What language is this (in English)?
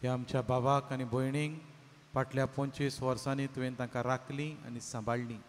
Konkani